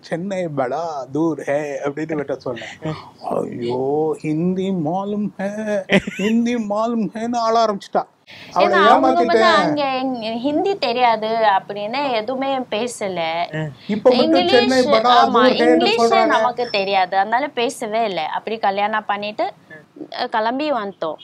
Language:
Tamil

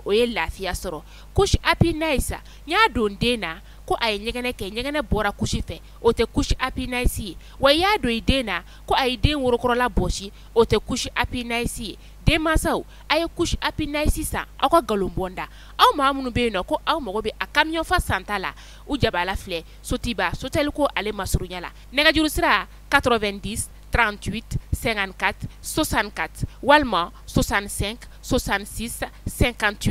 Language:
Bambara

